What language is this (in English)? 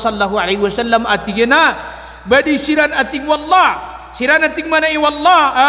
Maranao